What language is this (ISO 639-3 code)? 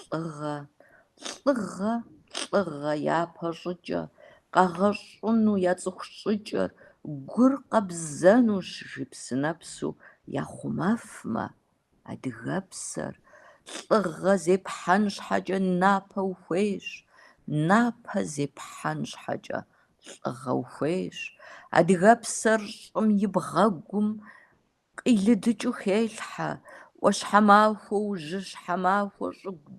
kbd